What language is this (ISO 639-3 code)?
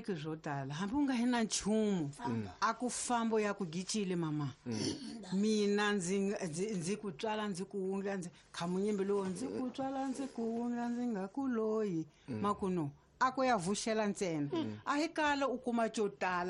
tso